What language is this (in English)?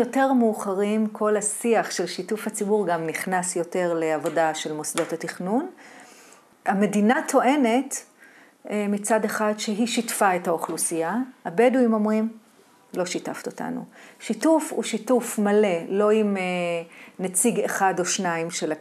Hebrew